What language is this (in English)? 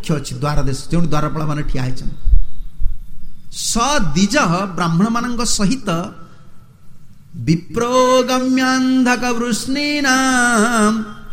Odia